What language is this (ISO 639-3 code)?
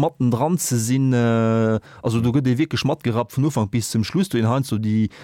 ltz